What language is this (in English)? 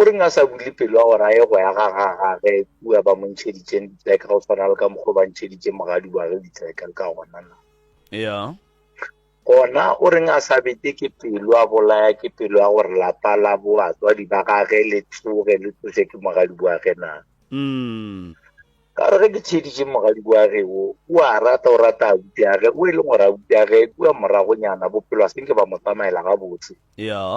Northern Sotho